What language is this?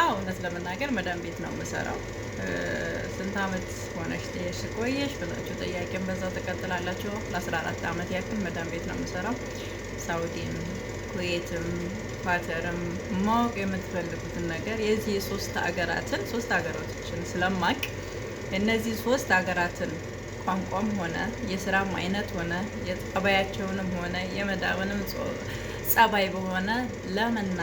Amharic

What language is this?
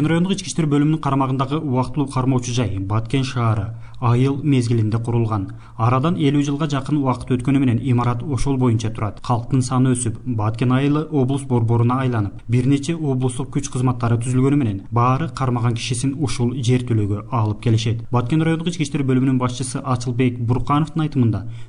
Kyrgyz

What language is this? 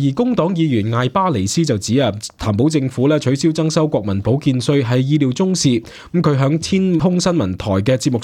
Cantonese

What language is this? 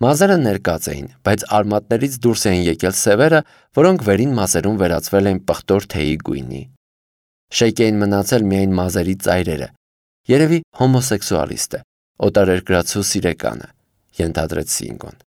Armenian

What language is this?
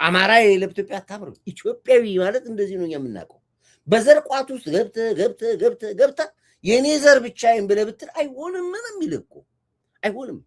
Amharic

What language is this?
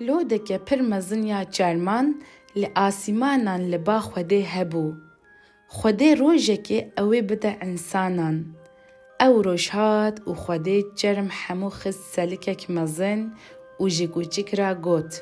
Kurdish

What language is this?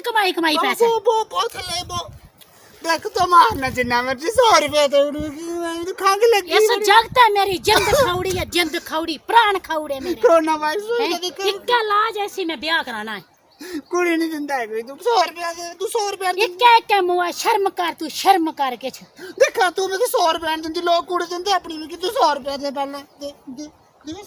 Dogri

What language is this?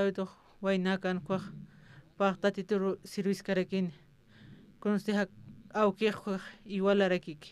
Aymara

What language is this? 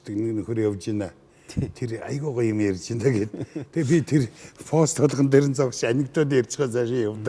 Mongolian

